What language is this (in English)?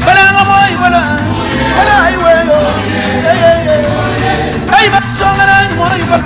Luba-Lulua